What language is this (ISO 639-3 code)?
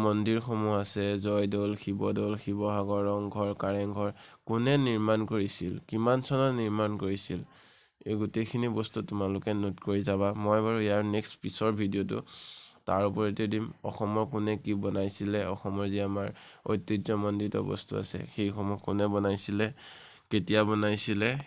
asm